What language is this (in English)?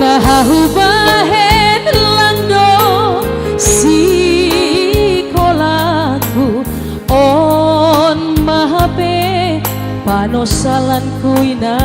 Batak Simalungun